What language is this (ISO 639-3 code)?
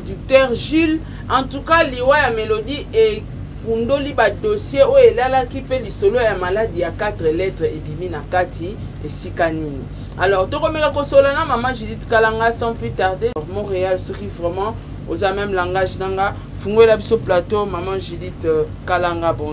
lin